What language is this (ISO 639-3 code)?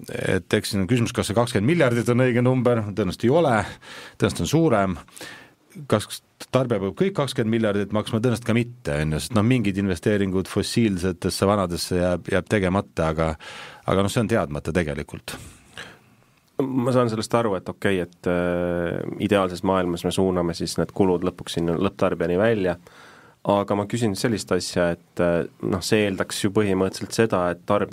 est